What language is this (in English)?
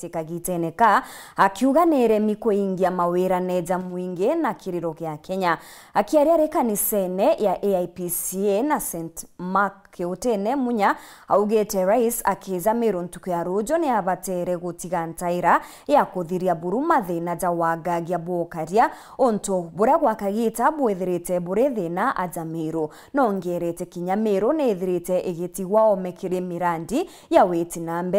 Meru